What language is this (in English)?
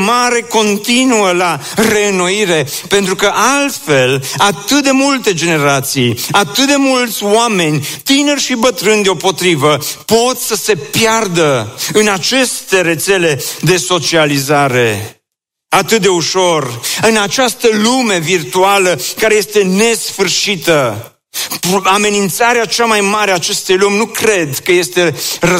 Romanian